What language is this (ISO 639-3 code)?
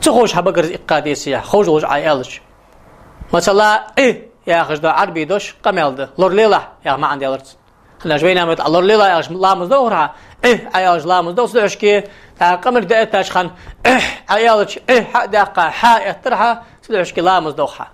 inh